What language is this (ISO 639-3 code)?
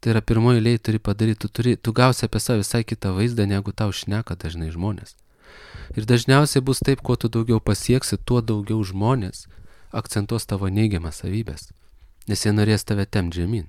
lit